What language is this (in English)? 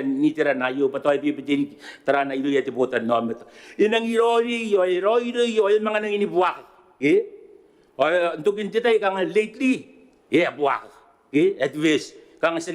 Gilbertese